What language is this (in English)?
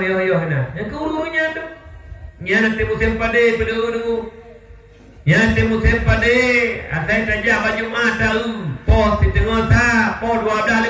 Achinese